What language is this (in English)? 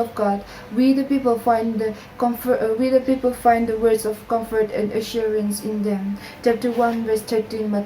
Konyak Naga